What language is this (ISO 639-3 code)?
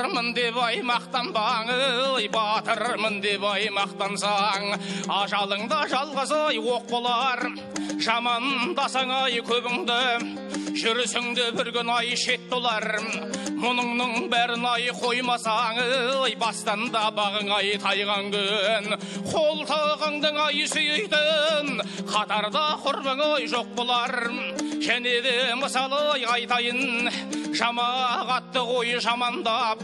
kaz